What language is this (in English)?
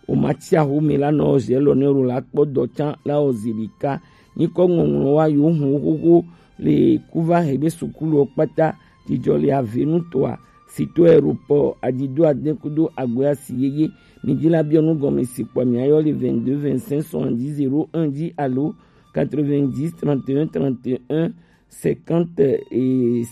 Gen